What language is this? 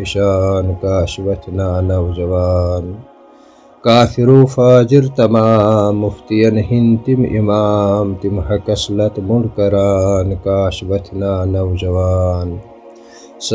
Kashmiri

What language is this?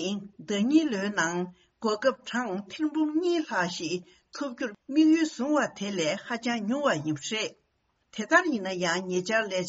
Tibetan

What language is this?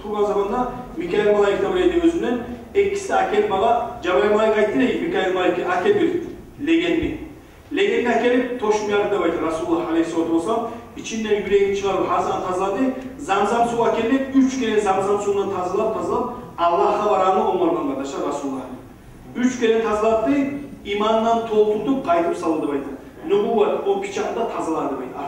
Kumyk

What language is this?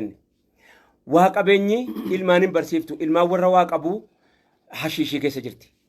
Oromo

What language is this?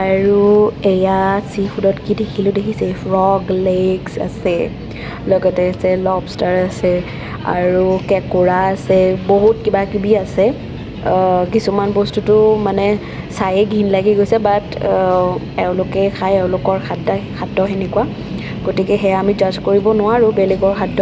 Assamese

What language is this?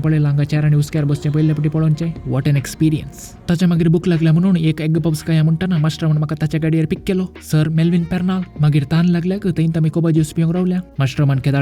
Konkani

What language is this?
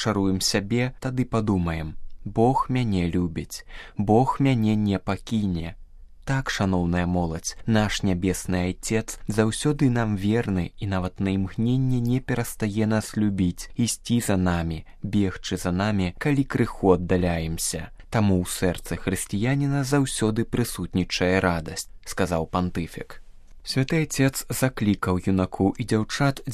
Belarusian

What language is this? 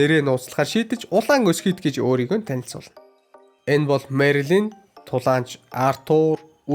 Mongolian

